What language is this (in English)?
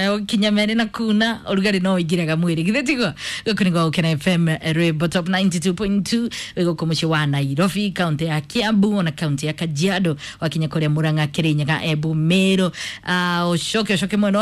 Kikuyu